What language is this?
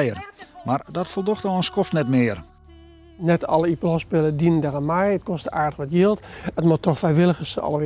Western Frisian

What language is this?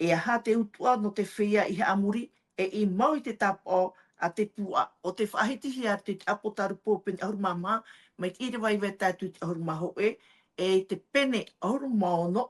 Tahitian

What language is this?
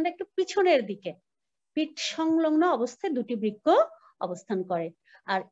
Bangla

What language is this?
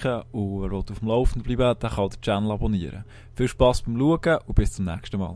Swiss German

